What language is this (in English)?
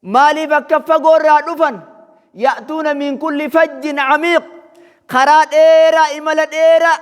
Oromo